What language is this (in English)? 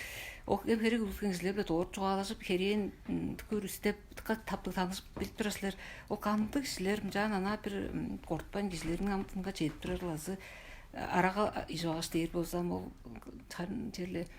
Tuvinian